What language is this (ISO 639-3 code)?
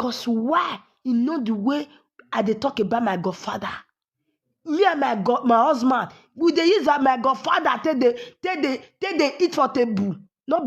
pcm